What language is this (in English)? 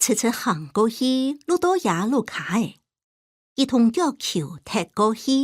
Hakka Chinese